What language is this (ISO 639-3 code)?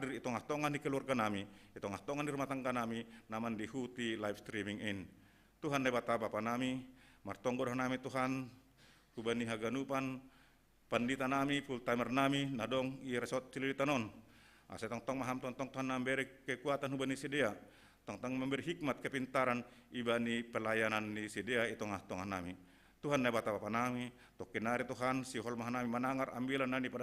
bts